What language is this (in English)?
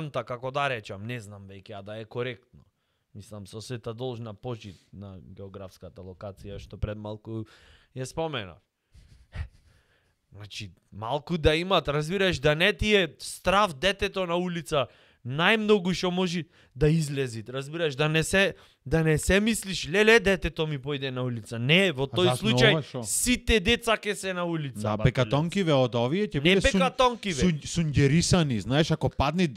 Macedonian